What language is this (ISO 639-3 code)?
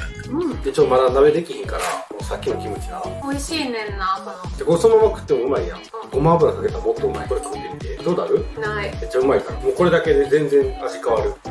jpn